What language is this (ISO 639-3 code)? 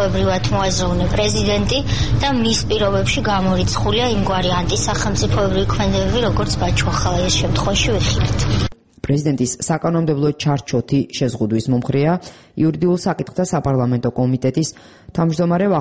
kat